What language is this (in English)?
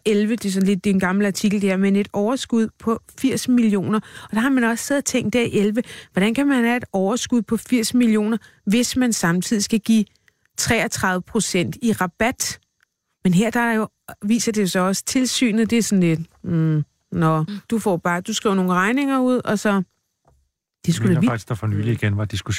Danish